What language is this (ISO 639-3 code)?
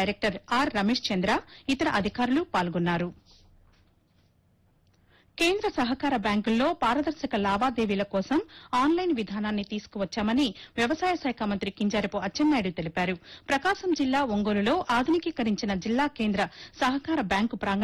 tel